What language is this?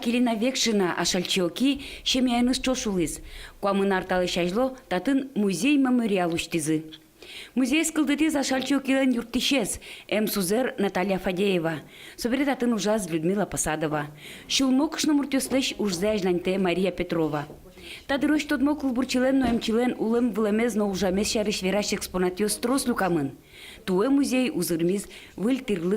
Udmurt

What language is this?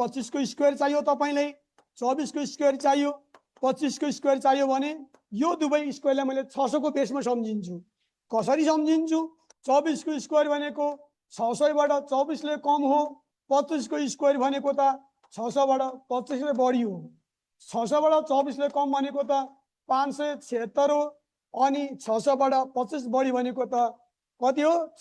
Nepali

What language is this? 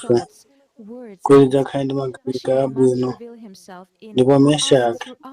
Nyanja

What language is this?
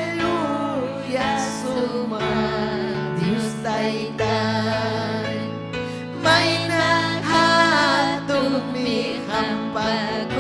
Ayacucho Quechua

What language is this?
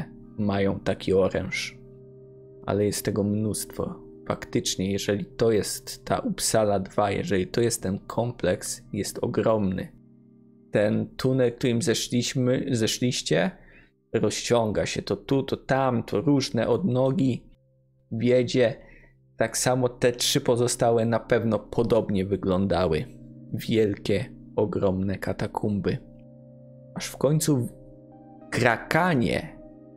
Polish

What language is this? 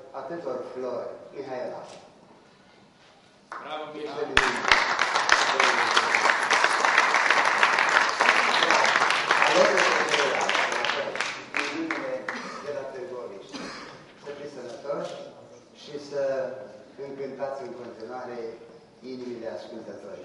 Romanian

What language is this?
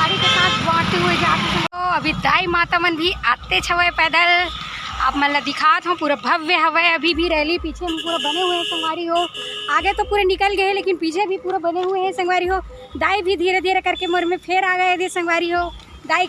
Chhattisgarhi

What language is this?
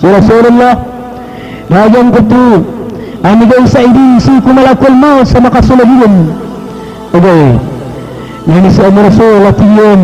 Maranao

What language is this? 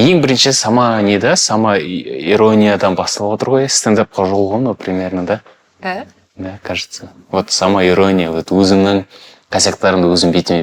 Kazakh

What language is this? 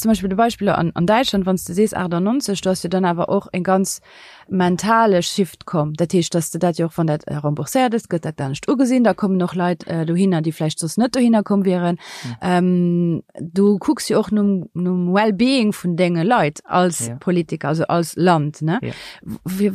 Luxembourgish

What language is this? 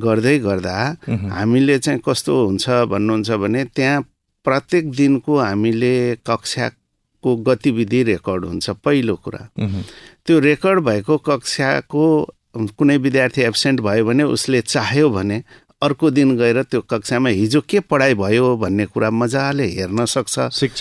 Nepali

